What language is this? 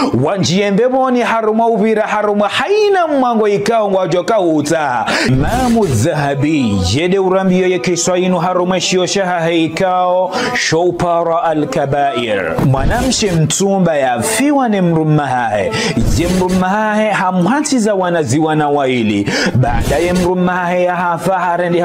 Ngazidja Comorian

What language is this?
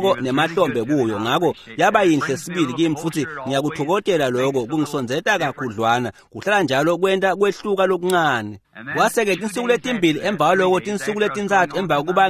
Swati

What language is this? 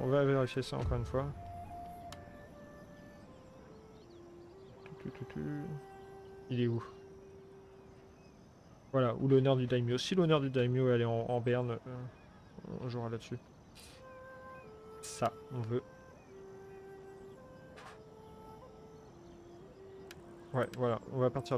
French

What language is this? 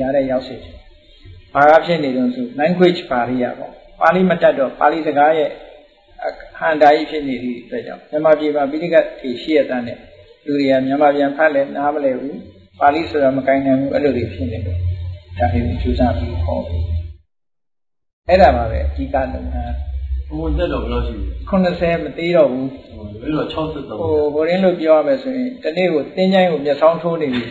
Burmese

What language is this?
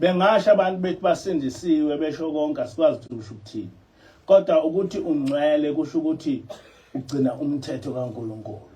Zulu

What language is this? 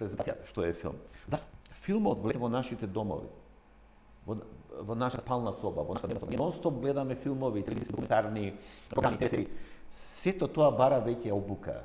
Macedonian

